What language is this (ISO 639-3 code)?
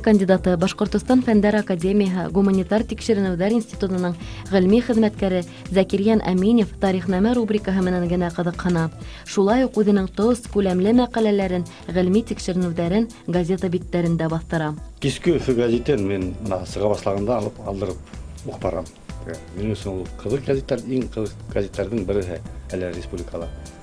bak